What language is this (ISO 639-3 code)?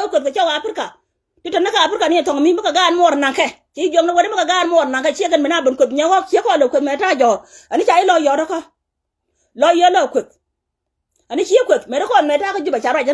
nus